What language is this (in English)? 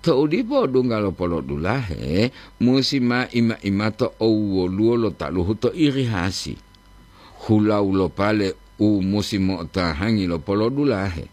Gorontalo